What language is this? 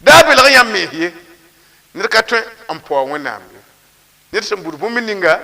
Mossi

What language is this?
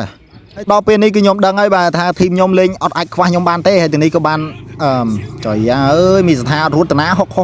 Khmer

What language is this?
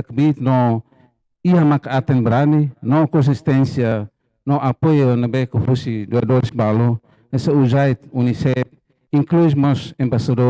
Tetum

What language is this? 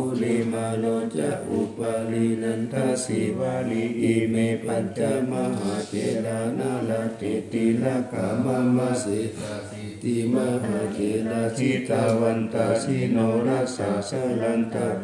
Pali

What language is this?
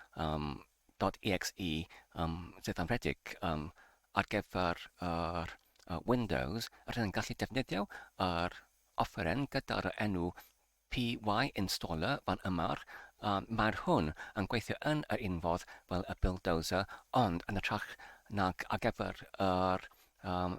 Welsh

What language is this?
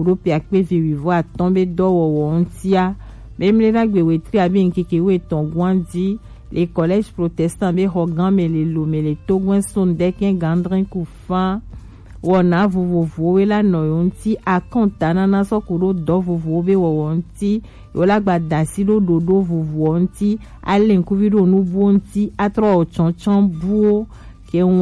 Gen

